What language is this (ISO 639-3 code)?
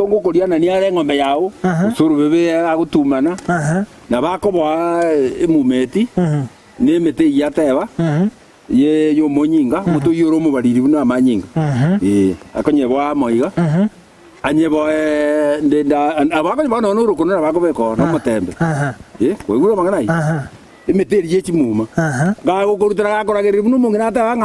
guz